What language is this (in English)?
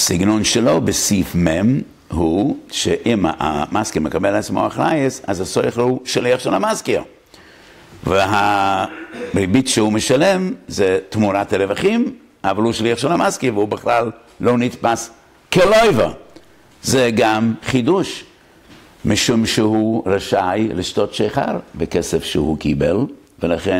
Hebrew